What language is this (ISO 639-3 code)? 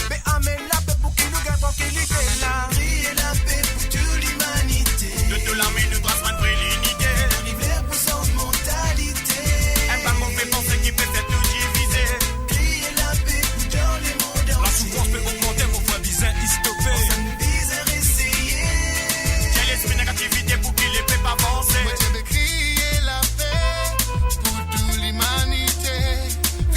mfe